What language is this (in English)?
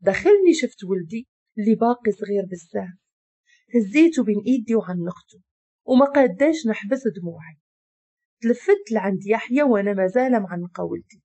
Moroccan Arabic